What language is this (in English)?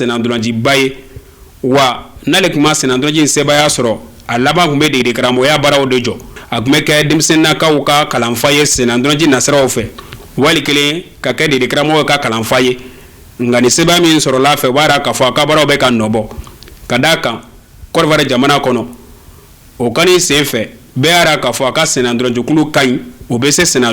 Bambara